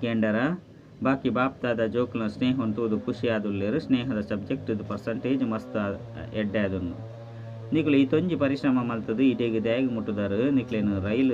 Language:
Tulu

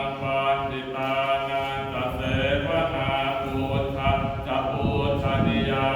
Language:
Pali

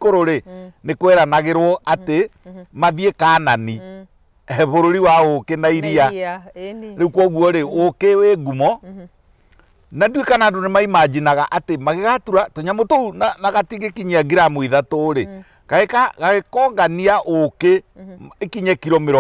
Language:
Kikuyu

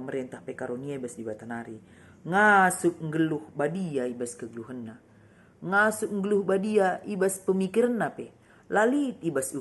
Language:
Batak Karo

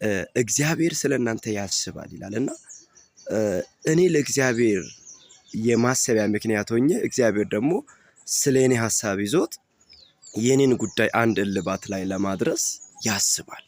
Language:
Amharic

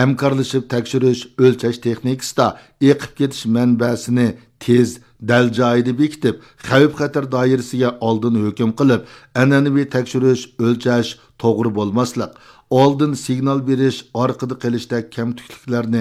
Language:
Uyghur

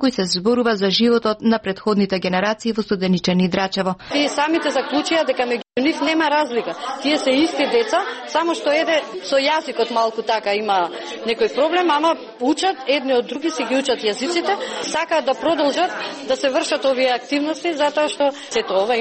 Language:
Macedonian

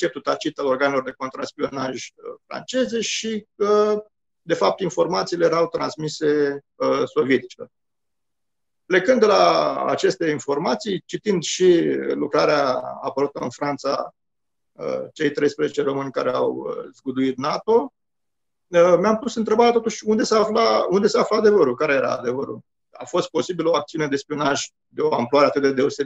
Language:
Romanian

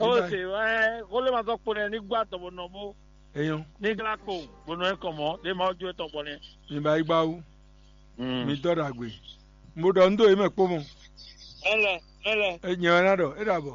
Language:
Fon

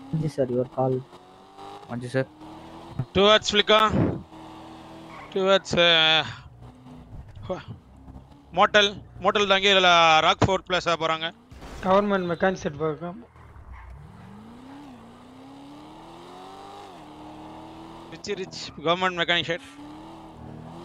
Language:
Tamil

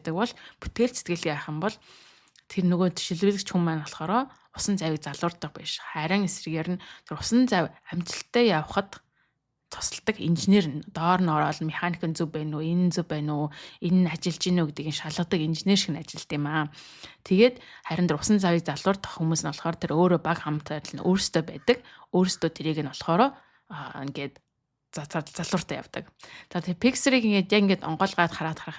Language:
Mongolian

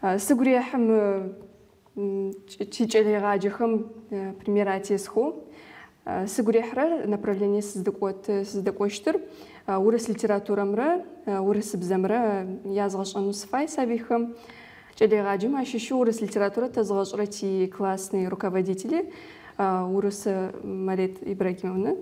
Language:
Adyghe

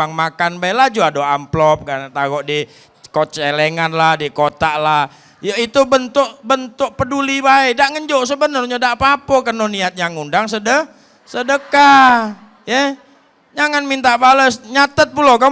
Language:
Musi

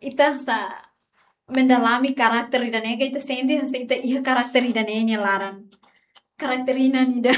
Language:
Tetum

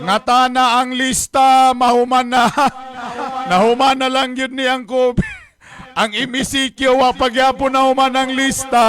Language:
Cebuano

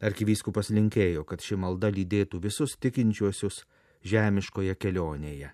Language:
Lithuanian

